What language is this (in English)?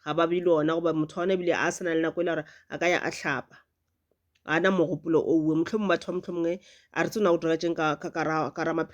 Northern Sotho